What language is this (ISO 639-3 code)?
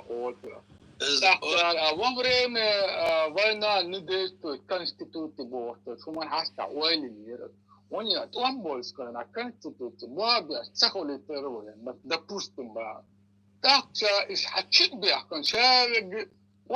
che